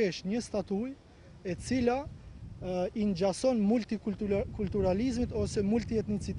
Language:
Albanian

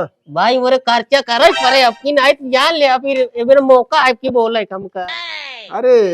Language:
Awadhi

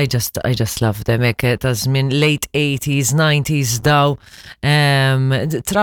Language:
Maltese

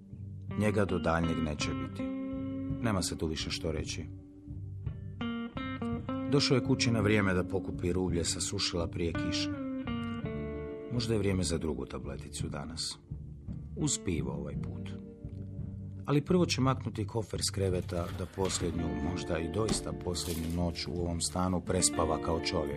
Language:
Croatian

